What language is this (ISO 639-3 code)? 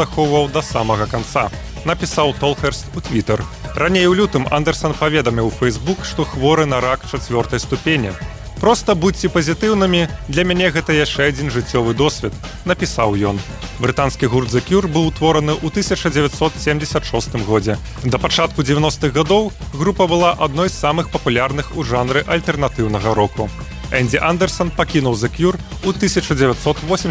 bel